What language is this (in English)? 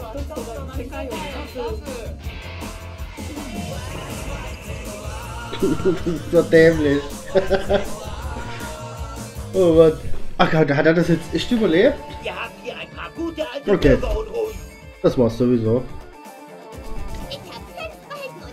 German